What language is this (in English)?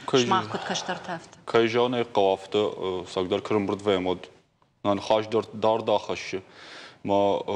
Ossetic